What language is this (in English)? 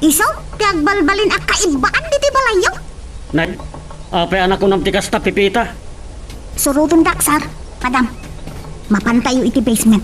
Iloko